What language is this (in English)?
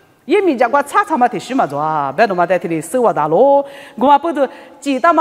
Lisu